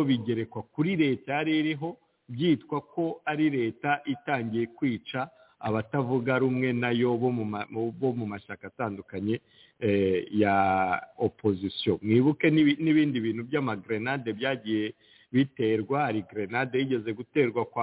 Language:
Kinyarwanda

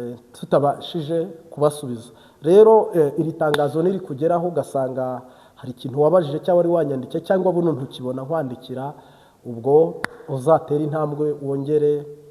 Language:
Kinyarwanda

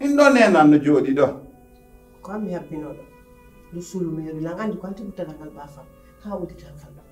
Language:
Fula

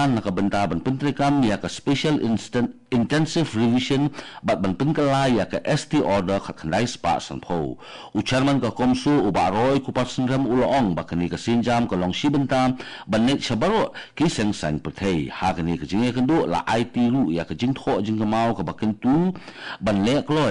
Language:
Khasi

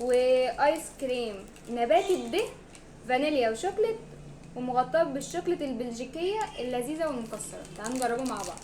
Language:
Egyptian Arabic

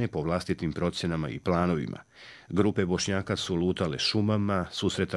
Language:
Bosnian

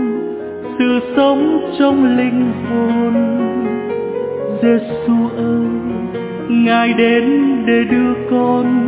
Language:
Vietnamese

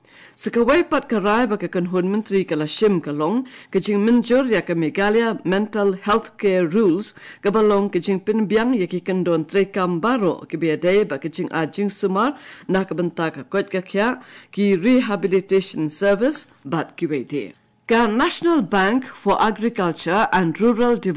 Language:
Khasi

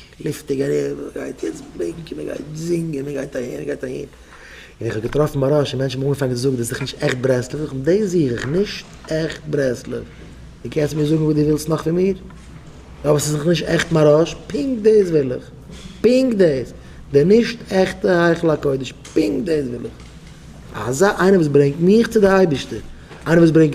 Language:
Yiddish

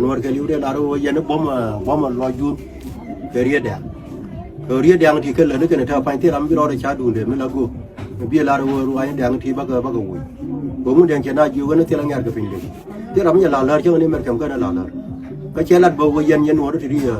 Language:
Nuer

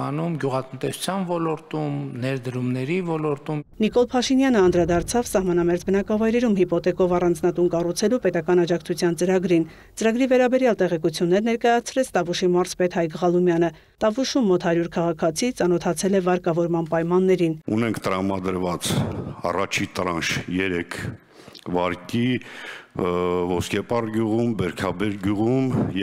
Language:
Armenian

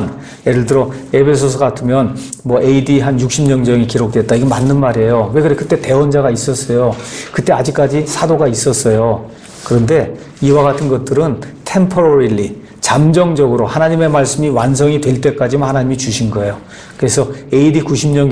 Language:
Korean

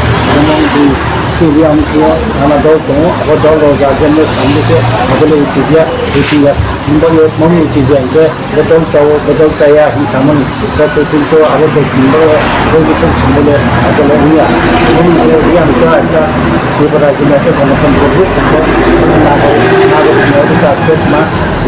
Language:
Riang (India)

